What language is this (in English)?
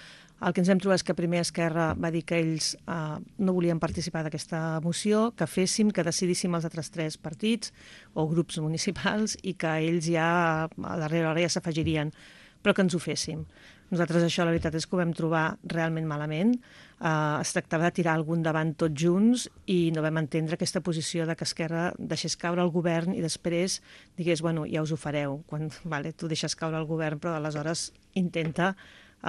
Catalan